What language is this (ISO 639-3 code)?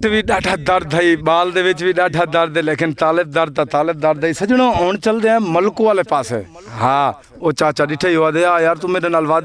skr